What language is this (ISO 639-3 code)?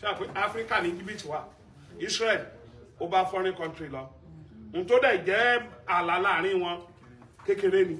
yor